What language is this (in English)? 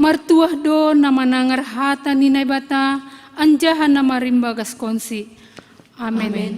Batak Simalungun